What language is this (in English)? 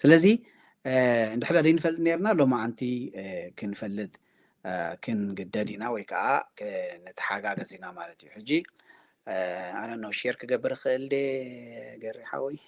Tigrinya